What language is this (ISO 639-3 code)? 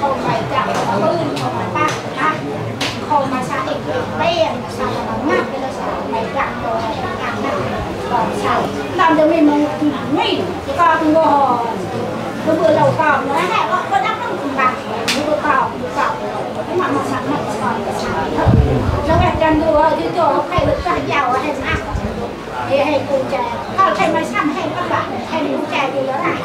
cmo